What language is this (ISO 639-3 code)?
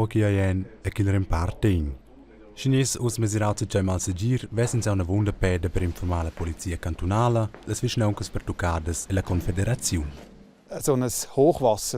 roh